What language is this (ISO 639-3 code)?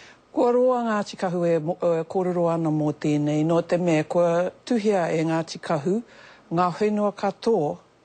mri